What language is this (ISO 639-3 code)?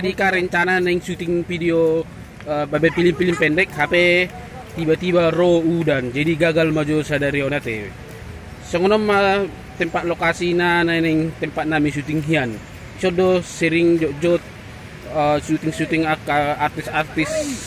bbc